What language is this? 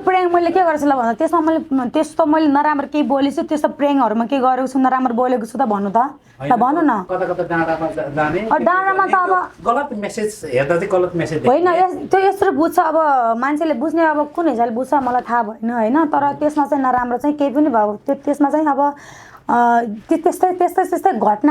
Nepali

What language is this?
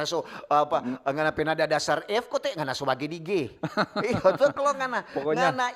Manado Malay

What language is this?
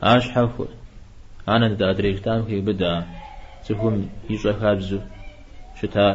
Kabardian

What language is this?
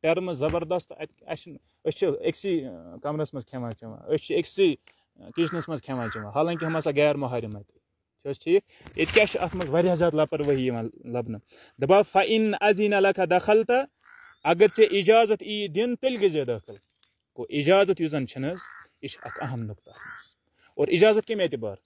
Kashmiri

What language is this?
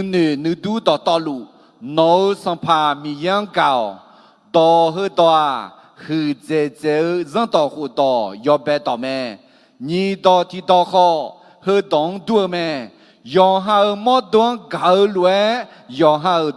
Akha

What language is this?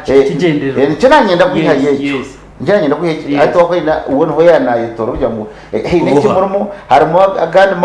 Nyankole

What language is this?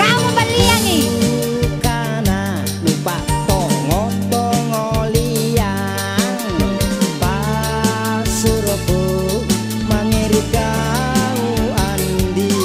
Makasar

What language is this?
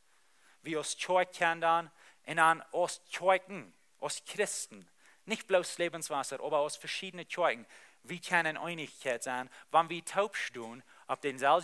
Plautdietsch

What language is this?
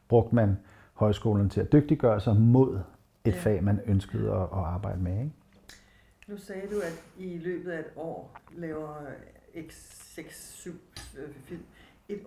Danish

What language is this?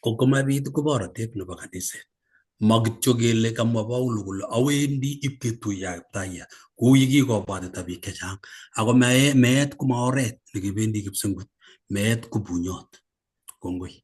Kalenjin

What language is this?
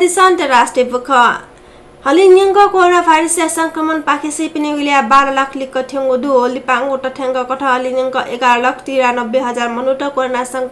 Newari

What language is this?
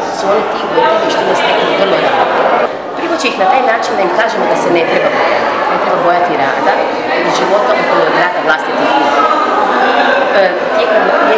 Croatian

